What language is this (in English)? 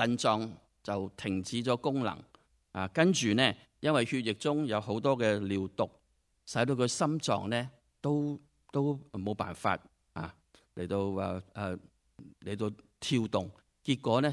Cantonese